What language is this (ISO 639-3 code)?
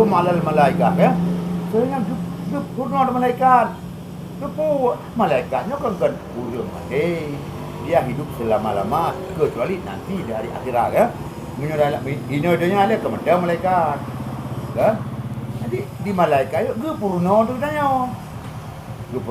ace